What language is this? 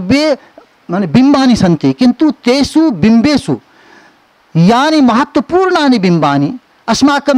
Sanskrit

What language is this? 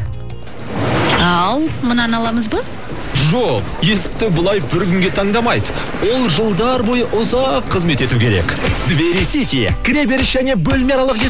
Kazakh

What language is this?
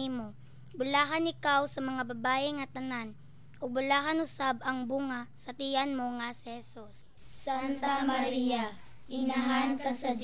Cebuano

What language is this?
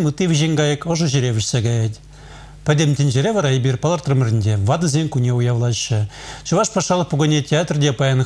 Chuvash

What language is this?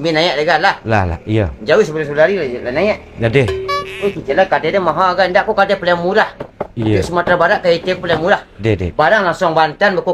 Minangkabau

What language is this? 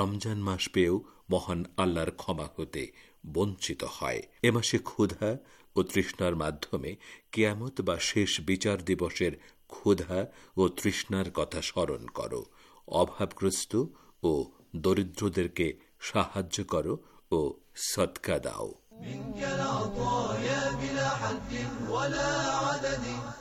Bangla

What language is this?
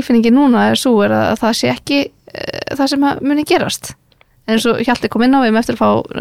Icelandic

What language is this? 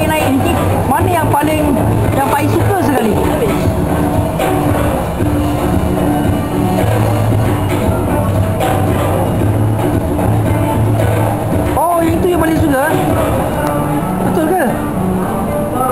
Malay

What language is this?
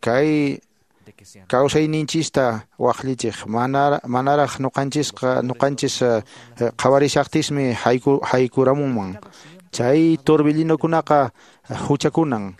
Quechua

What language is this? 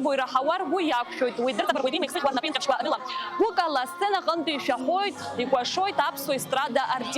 Abkhazian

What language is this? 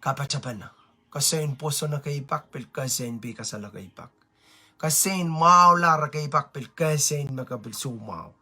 Pohnpeian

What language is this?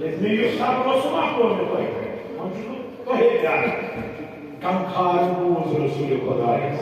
Kashmiri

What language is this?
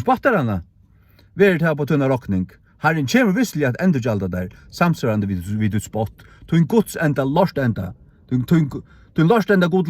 Faroese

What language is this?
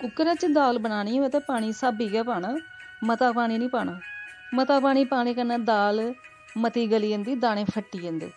Dogri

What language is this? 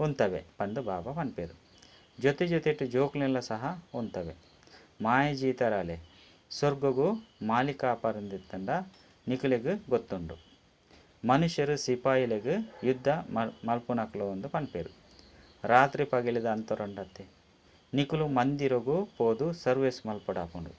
Tulu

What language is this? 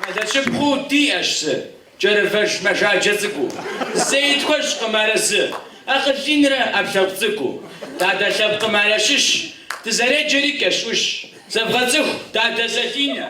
Kabardian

